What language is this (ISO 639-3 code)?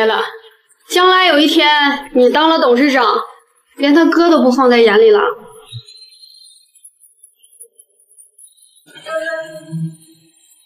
zho